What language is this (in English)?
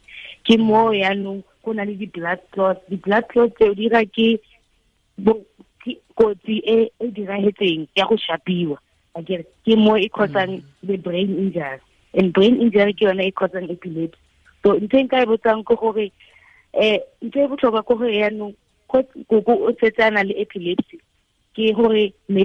Tswana